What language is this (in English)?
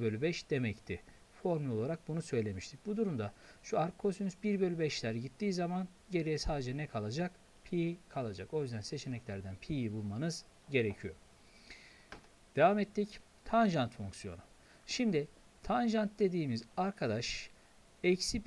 Turkish